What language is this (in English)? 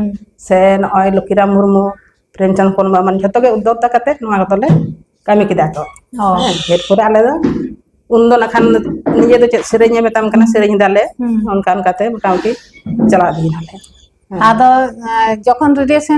Santali